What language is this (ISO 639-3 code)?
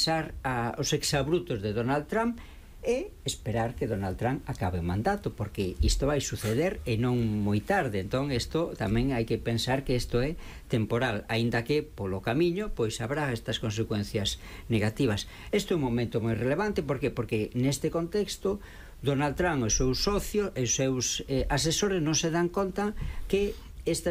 glg